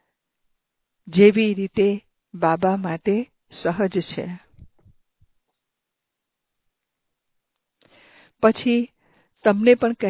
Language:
Gujarati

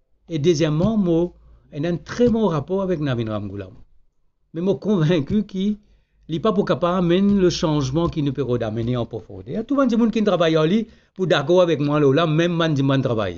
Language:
Morisyen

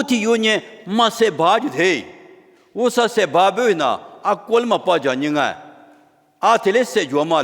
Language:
Lisu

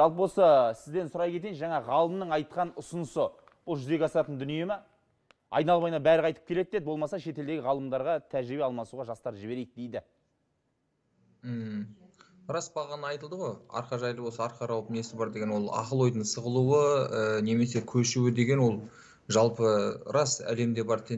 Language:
Kazakh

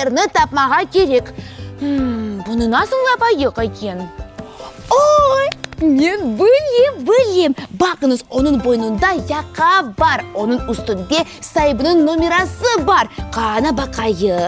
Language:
Crimean Tatar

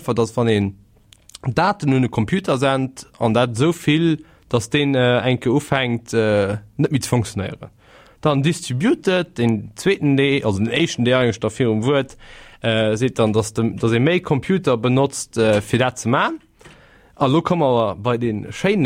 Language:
Luxembourgish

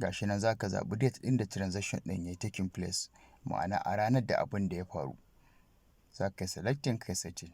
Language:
Hausa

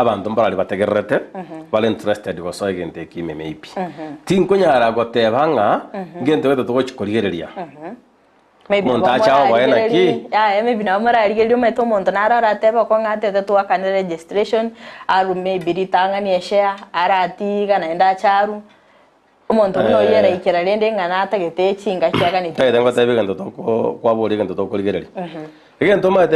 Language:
Gusii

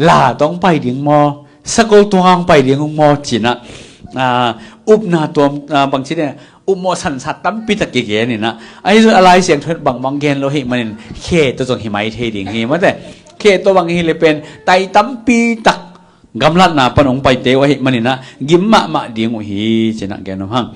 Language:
Tedim Chin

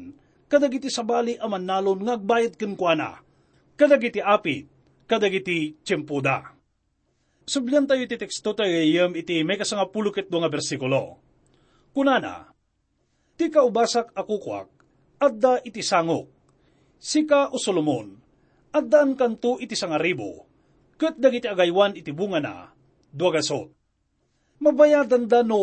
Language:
Iloko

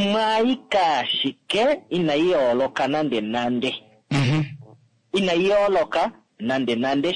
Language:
Kuanyama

